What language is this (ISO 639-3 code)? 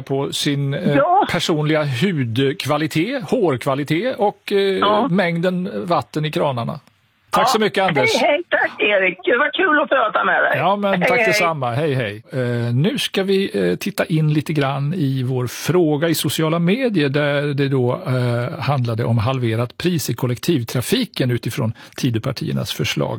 swe